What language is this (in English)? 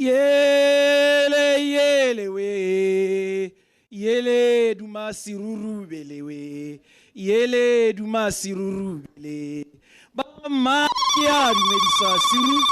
Tswana